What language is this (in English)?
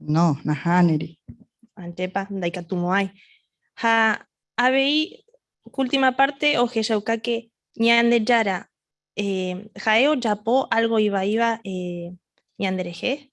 Guarani